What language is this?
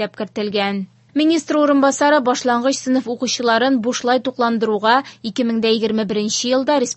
Tatar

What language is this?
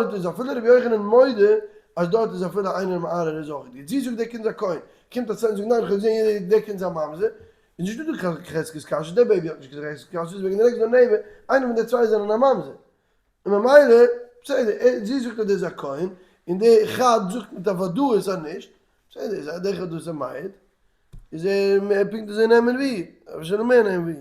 Yiddish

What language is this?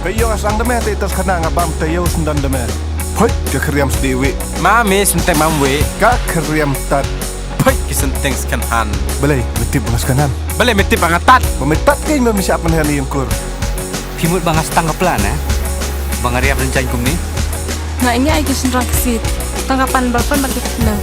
Khasi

